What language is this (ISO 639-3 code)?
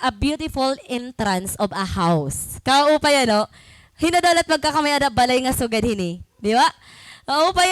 war